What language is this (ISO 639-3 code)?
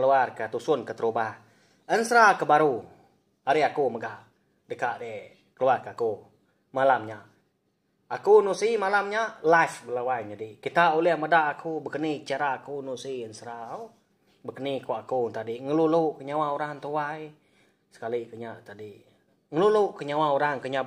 iba